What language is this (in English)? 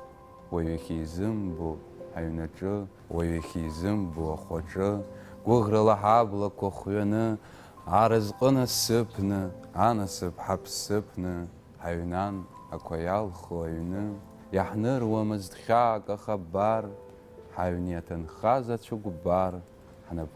Abkhazian